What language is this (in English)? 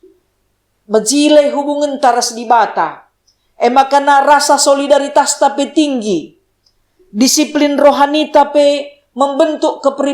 Batak Karo